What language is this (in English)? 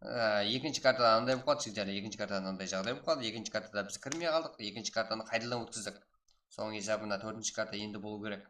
Kara-Kalpak